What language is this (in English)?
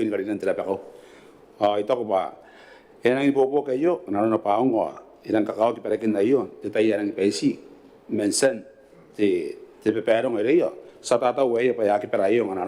Gilbertese